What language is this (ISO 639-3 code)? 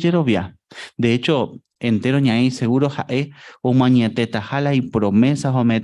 grn